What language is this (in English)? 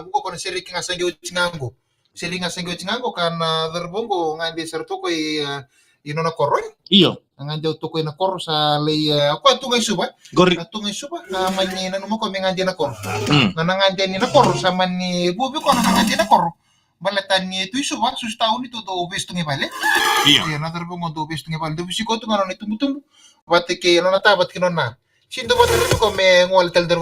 Fijian